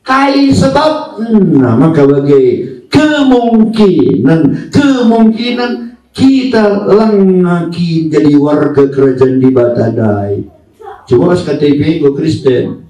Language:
Batak Karo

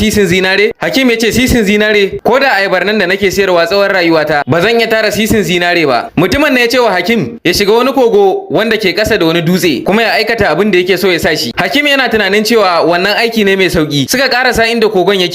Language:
Hausa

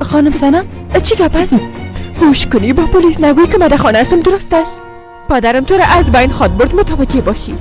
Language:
Persian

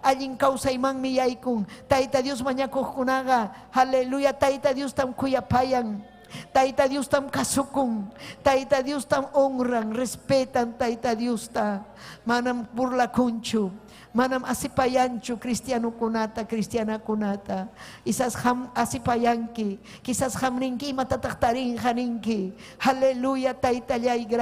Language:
Ayacucho Quechua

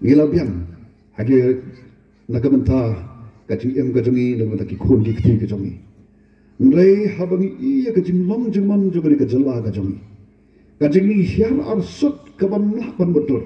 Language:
Khasi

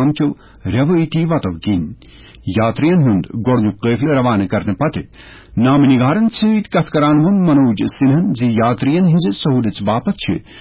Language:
Kashmiri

